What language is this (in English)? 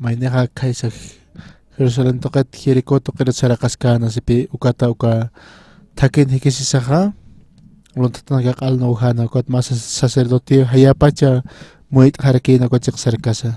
Aymara